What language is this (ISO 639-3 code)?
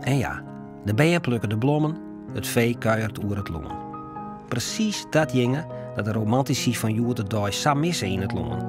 fry